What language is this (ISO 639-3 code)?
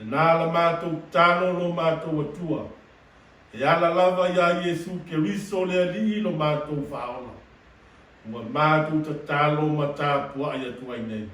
smo